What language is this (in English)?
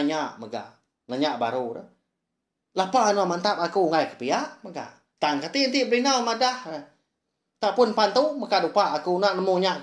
Iban